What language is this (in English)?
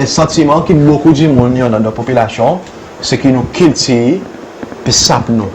Seselwa Creole French